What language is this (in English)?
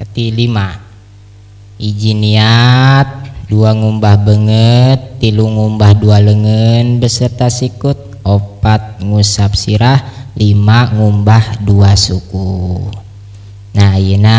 Sundanese